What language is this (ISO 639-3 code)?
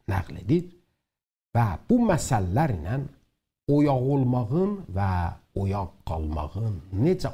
azb